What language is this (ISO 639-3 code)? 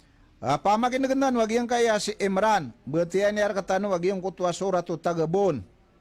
mrw